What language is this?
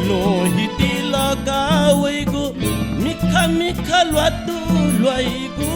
Newari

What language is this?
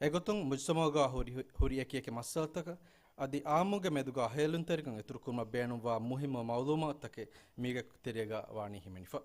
Divehi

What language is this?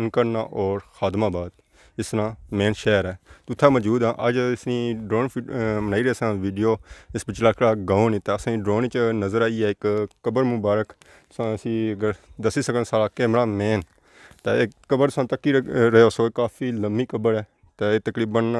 Pahari-Potwari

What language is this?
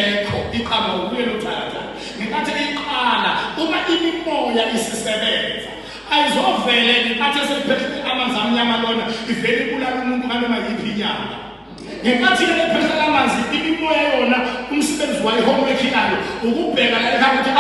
Zulu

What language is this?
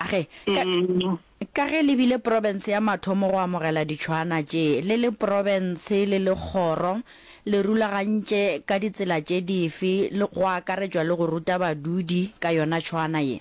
Northern Sotho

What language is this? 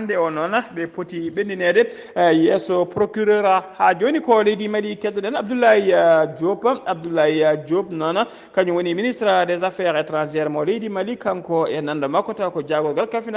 Fula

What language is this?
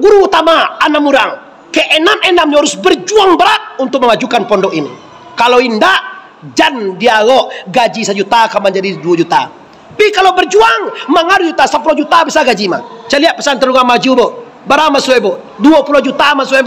Minangkabau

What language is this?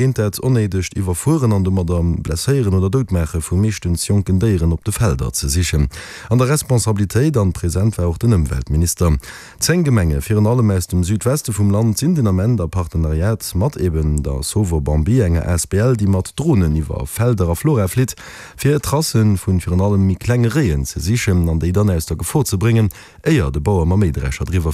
Luxembourgish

